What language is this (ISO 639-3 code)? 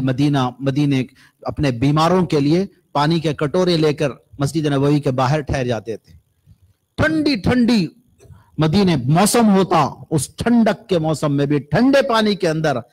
urd